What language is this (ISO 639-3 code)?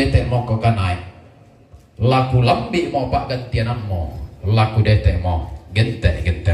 sda